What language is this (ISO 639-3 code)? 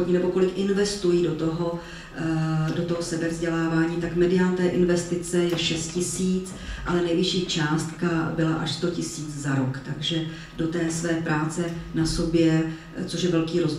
ces